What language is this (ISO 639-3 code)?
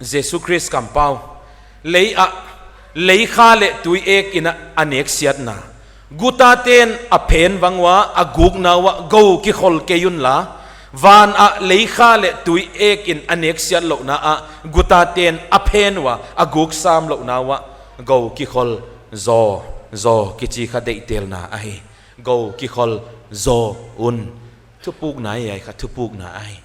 pck